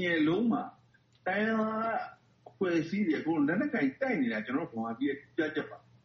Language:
Burmese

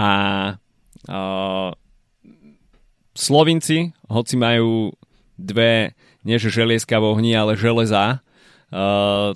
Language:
Slovak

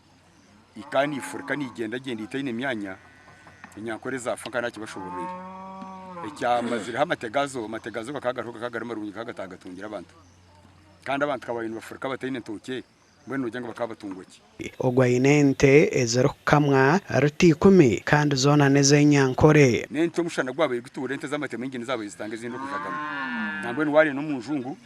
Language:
Nyankole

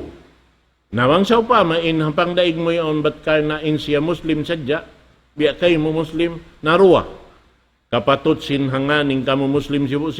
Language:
Tausug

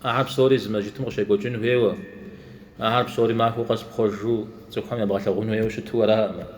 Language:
Kabardian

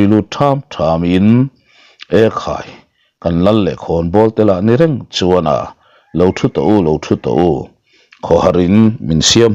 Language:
Mizo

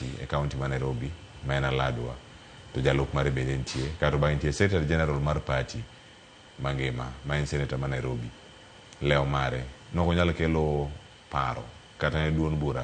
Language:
Luo (Kenya and Tanzania)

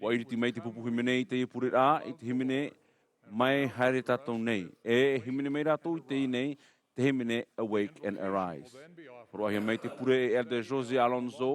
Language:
Tahitian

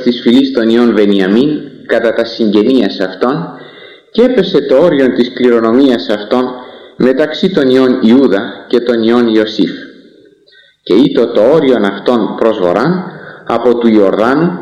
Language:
Greek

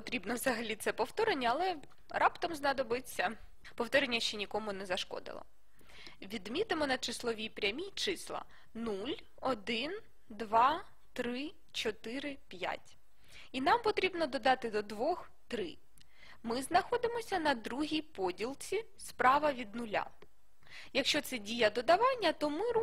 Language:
Ukrainian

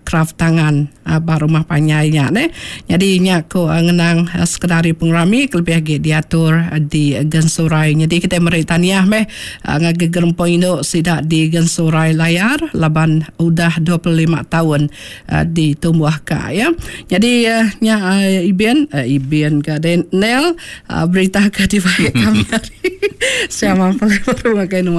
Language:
Iban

